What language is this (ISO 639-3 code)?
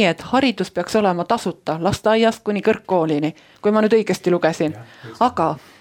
est